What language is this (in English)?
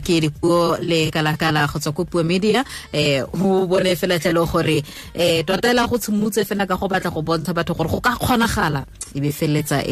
Tswana